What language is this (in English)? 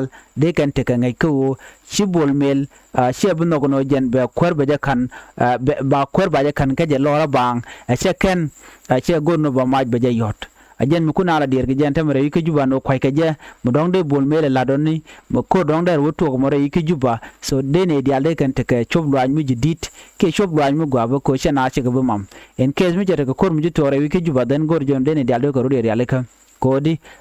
Nuer